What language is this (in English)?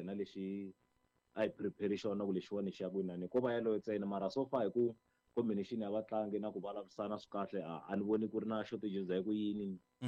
Tsonga